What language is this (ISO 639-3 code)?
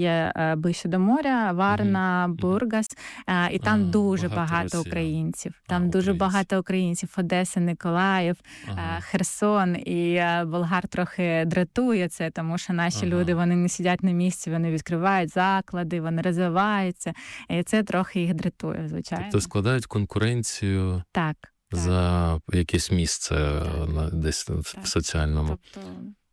ukr